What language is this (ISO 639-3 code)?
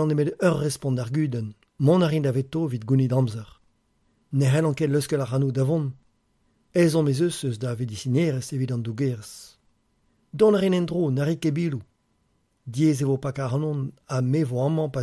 bre